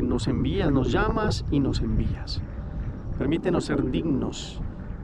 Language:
Spanish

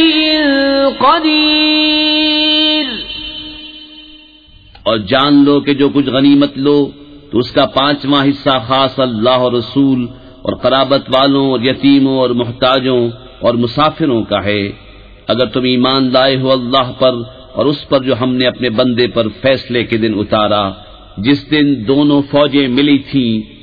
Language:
Urdu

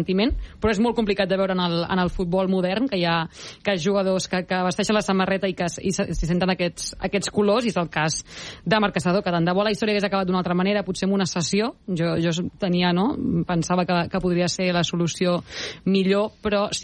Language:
Catalan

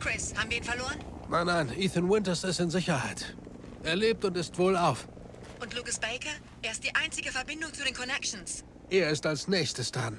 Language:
Bavarian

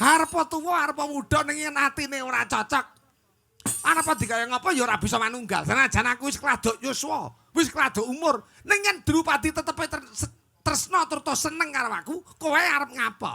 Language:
Javanese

